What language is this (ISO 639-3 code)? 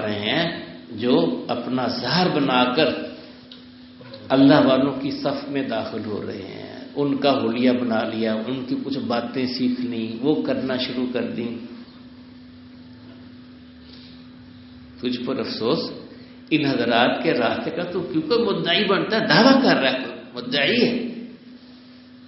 urd